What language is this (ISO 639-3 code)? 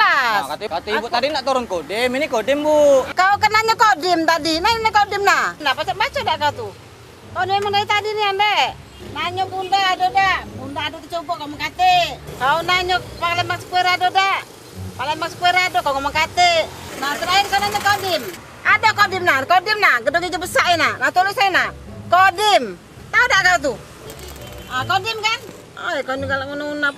mui